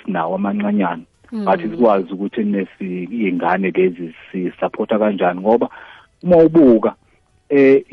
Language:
South Ndebele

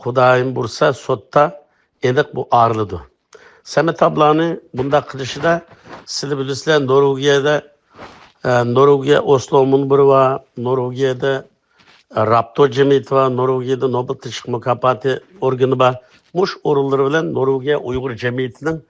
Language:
Uyghur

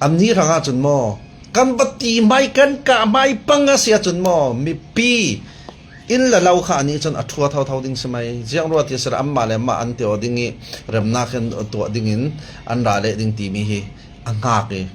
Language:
Falam Chin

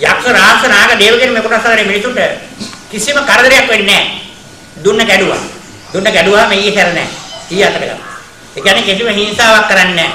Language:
Sinhala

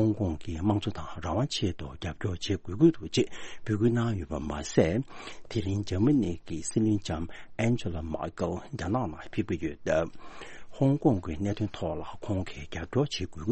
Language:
Tibetan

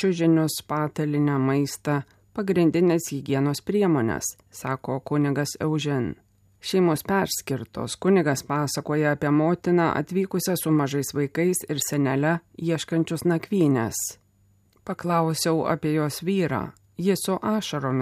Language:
Lithuanian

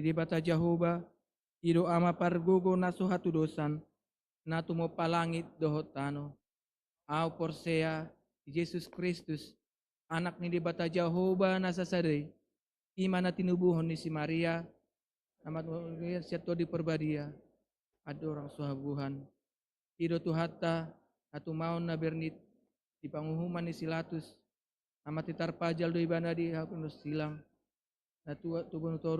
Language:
Batak Toba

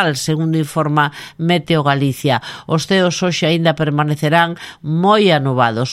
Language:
Galician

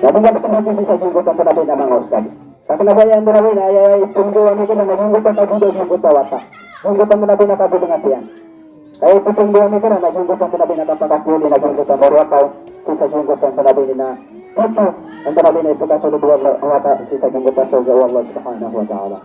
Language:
Maranao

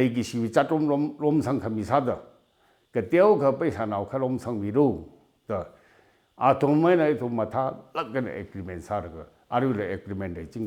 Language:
Tangkhul Naga (India)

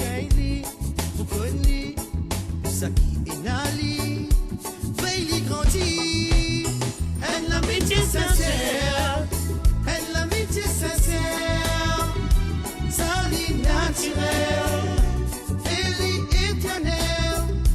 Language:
Morisyen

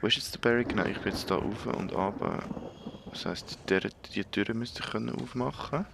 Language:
Swiss German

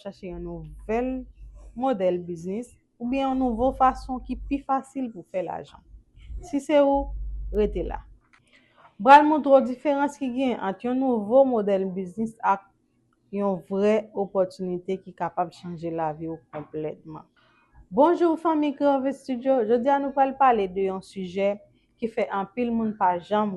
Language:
Haitian Creole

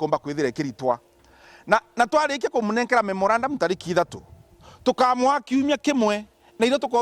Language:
Meru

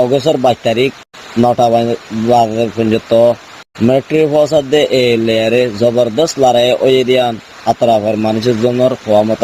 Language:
Rohingya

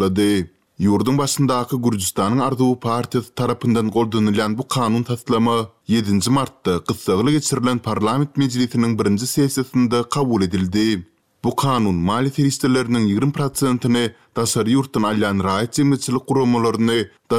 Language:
Turkmen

